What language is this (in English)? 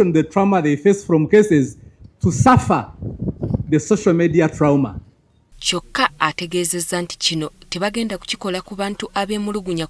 Ganda